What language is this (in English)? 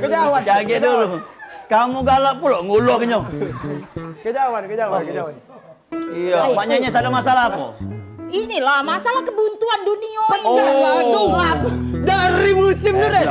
Musi